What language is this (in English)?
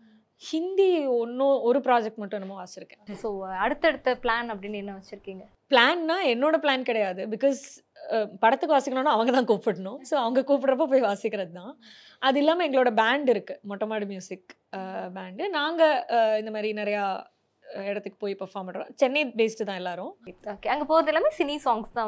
Tamil